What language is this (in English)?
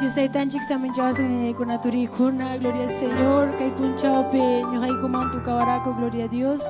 Ayacucho Quechua